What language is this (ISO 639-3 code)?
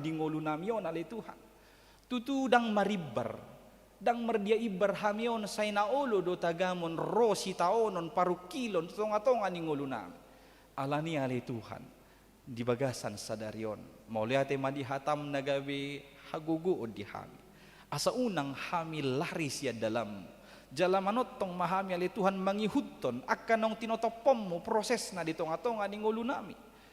bbc